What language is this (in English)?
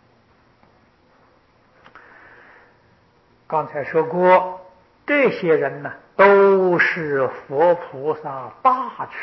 Chinese